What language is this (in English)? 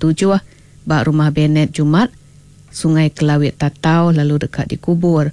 Iban